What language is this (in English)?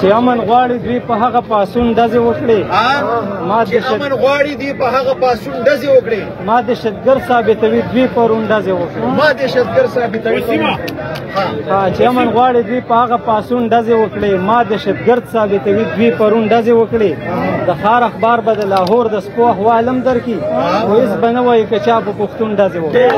Pashto